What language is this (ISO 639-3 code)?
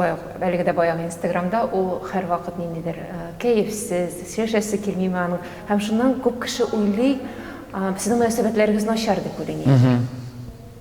tat